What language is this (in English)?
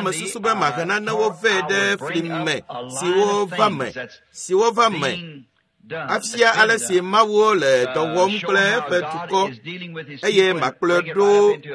Ewe